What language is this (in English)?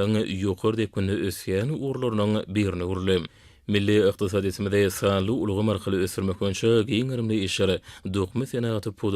Turkmen